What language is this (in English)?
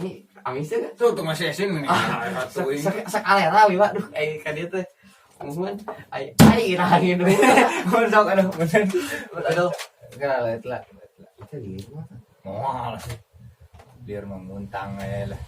Sundanese